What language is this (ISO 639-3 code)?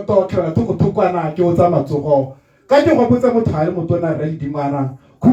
tsn